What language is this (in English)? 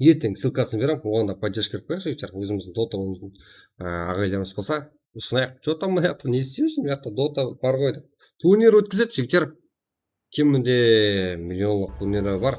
Kara-Kalpak